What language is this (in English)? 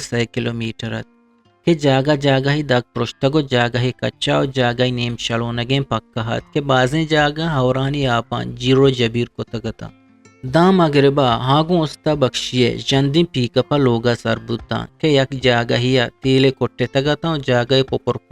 Eastern Balochi